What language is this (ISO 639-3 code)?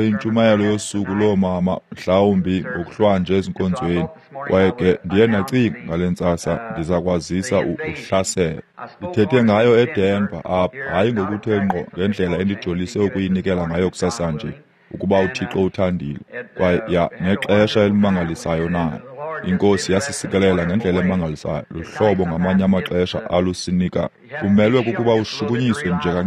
xho